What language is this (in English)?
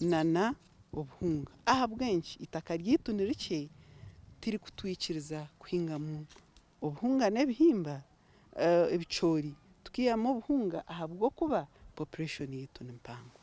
Nyankole